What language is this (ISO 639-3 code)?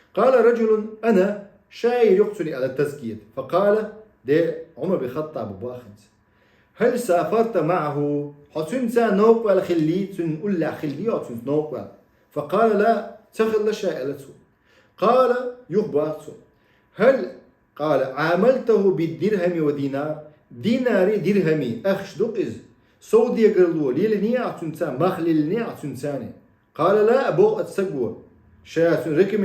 che